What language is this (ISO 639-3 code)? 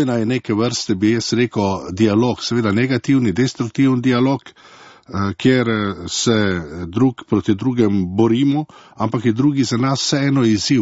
slv